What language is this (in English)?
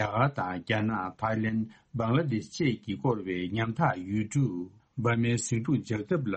Tibetan